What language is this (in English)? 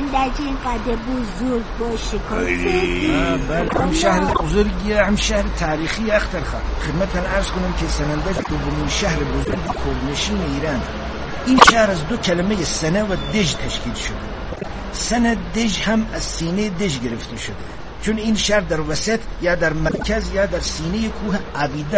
Persian